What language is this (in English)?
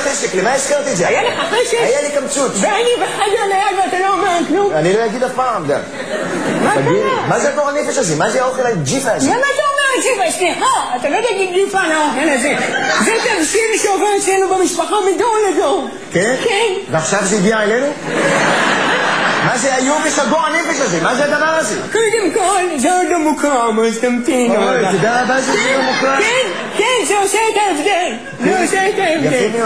Hebrew